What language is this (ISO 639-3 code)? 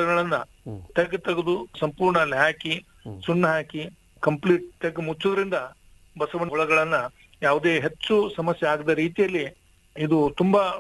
kan